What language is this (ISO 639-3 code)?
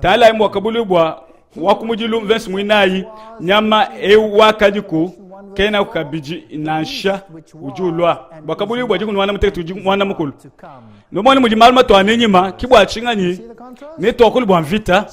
lua